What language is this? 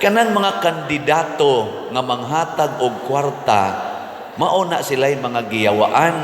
Cebuano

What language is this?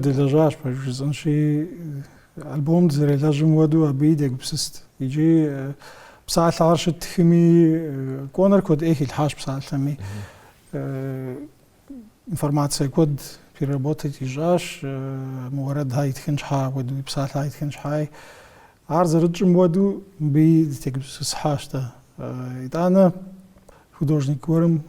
Kabardian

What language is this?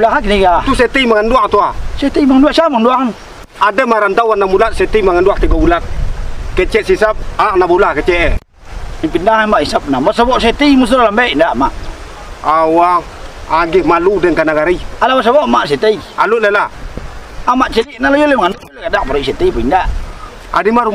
Minangkabau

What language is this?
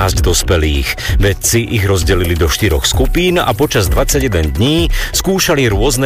Slovak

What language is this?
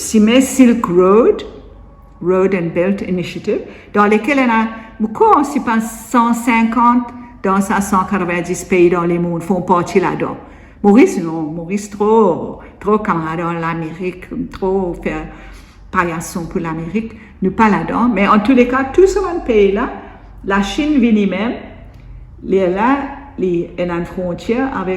Morisyen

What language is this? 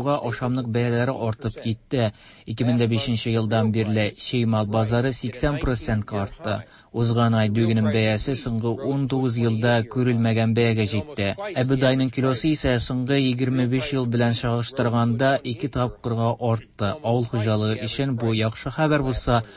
Tatar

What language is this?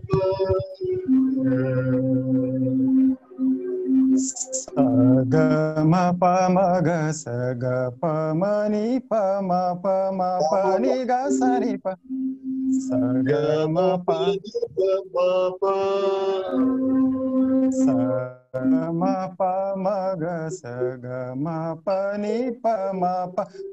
Telugu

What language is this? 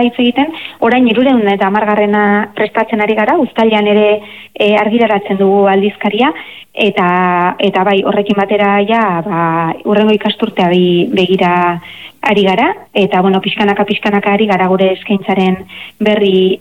Basque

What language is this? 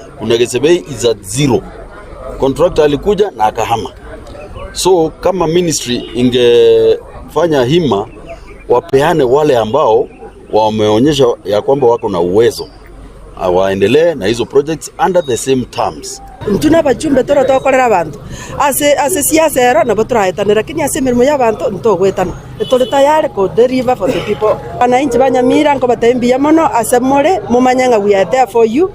Gusii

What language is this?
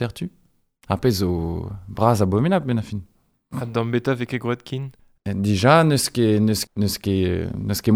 Breton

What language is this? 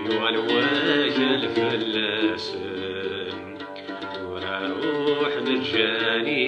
Kabyle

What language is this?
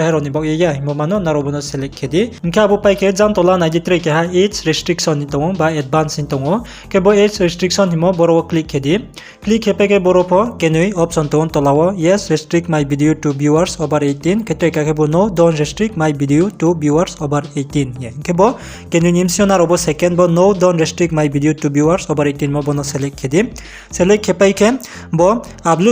Riang (India)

